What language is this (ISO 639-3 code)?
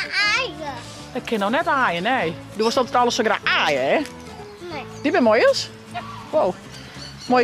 fry